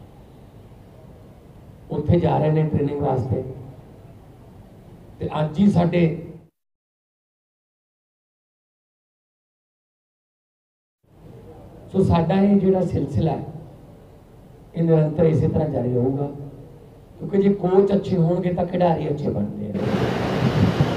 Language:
Punjabi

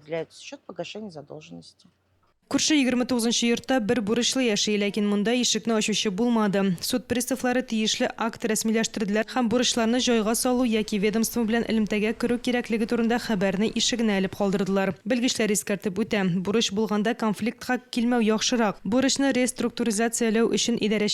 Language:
Tatar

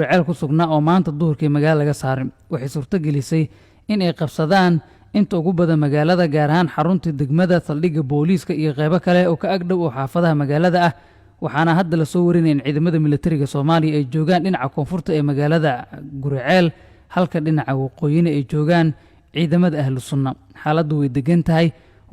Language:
Somali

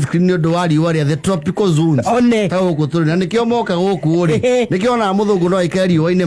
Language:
Kikuyu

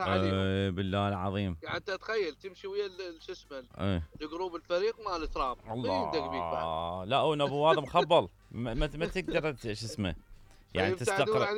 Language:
Mesopotamian Arabic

